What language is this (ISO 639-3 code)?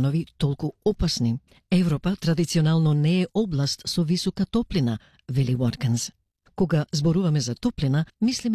mkd